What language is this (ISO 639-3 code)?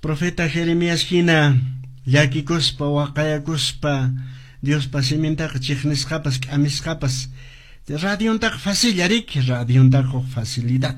que